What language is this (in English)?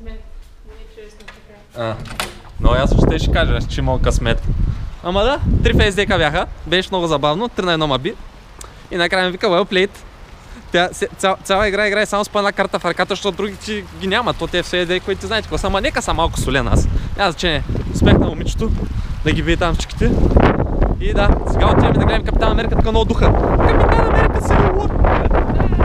Bulgarian